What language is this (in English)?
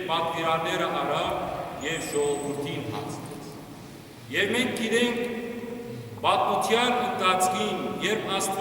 Western Armenian